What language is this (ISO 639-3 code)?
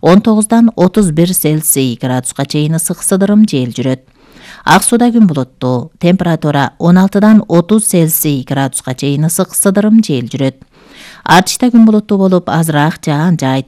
kir